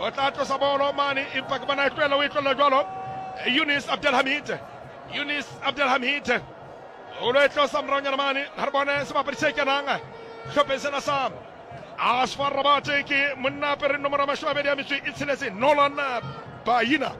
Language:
Southern Sotho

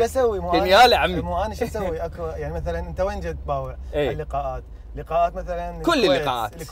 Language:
Mesopotamian Arabic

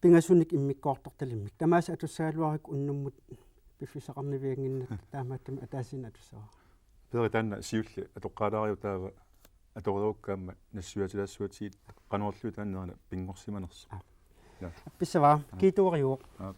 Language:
Kalaallisut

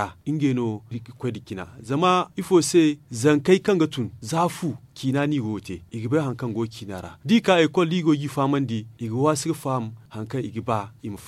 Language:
Zarma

